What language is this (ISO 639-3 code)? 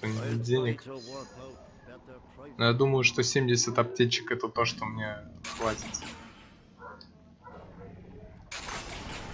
rus